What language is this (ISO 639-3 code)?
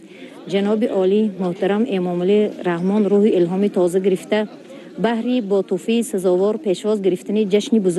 tgk